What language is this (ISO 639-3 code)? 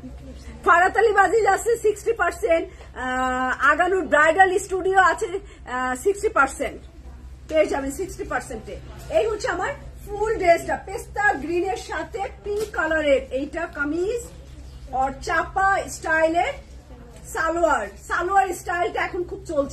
ben